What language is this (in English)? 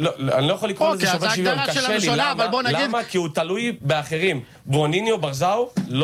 Hebrew